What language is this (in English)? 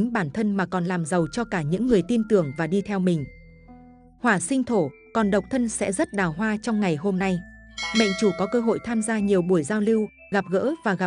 Vietnamese